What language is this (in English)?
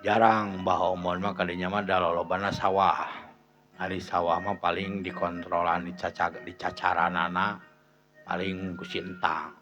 Sundanese